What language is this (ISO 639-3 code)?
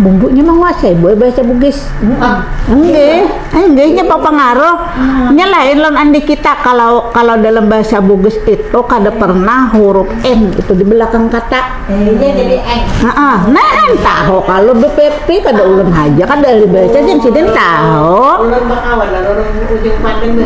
bjn